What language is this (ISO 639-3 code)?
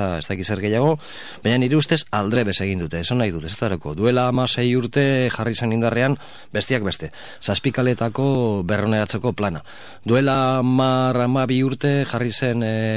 eus